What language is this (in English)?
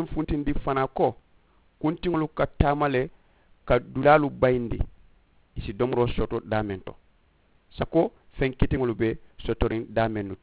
Mandingo